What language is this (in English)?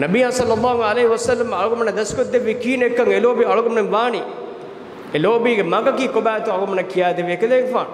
Divehi